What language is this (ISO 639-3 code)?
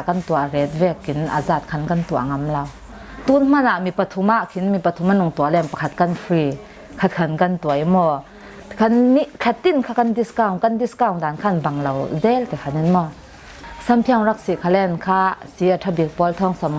cfm